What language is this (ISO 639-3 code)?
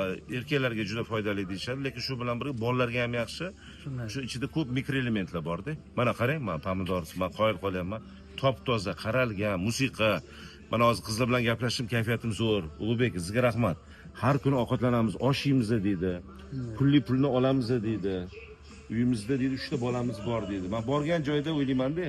uzb